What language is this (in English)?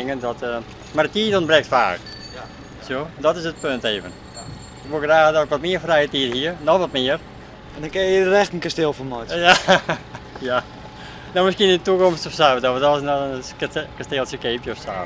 Western Frisian